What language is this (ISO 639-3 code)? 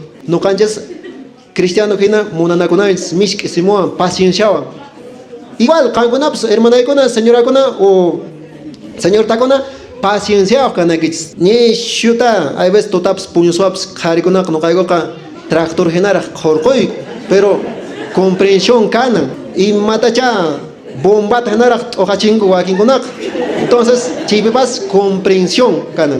que